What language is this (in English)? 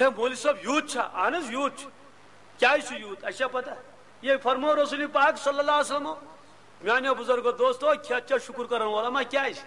Kashmiri